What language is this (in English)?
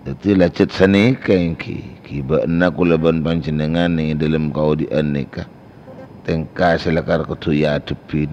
Madurese